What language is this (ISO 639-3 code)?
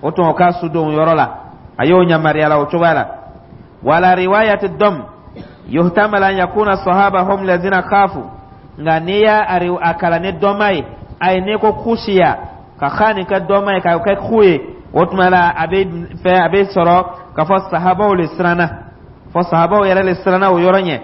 dyu